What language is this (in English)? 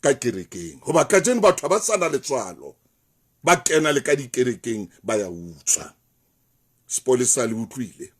Southern Sotho